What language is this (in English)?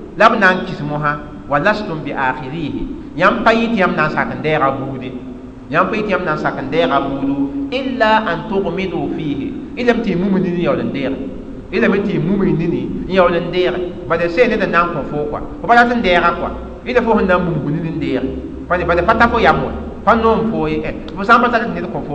Mossi